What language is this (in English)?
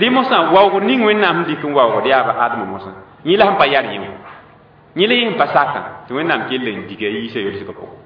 Mossi